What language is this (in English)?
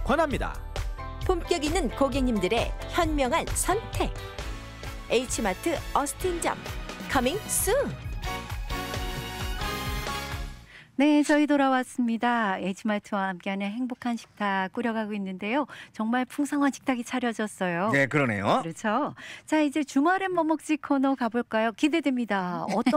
Korean